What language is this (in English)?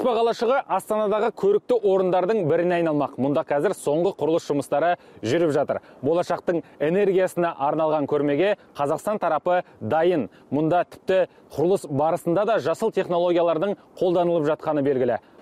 Kazakh